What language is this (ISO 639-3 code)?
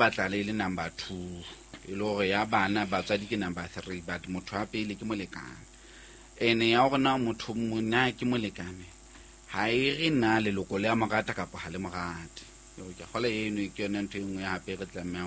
sot